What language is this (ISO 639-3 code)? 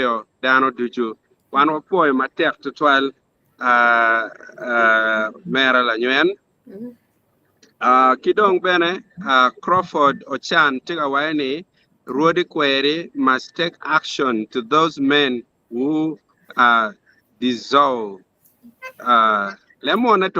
ach